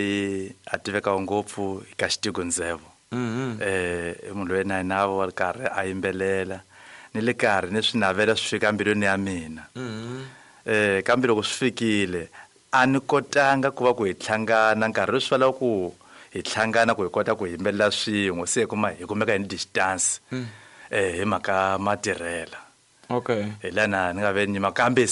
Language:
Tsonga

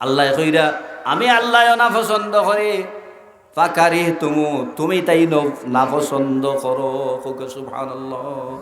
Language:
Sylheti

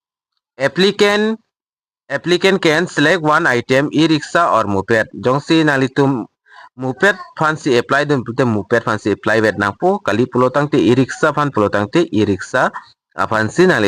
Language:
Karbi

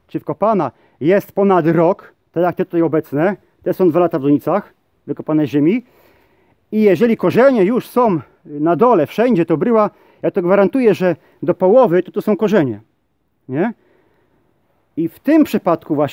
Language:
Polish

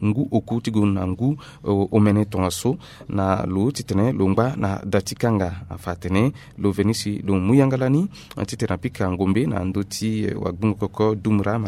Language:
Sango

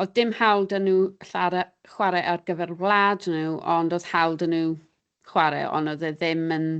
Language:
Welsh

